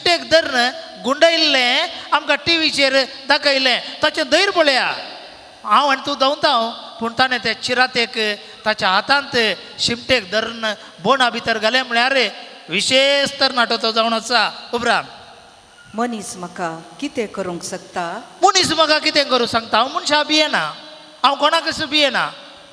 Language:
Konkani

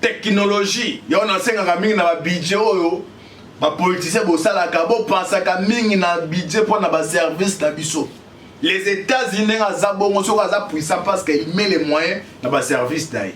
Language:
Lingala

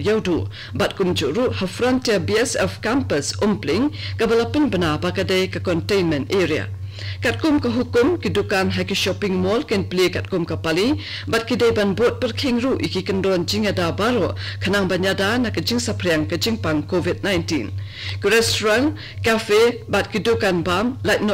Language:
Khasi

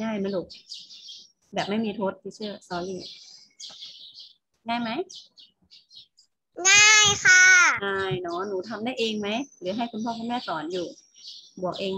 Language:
Thai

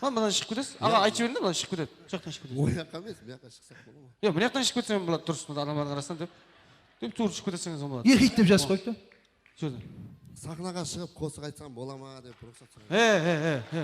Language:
Kara-Kalpak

